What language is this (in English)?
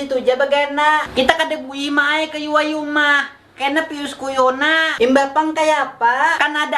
Banjar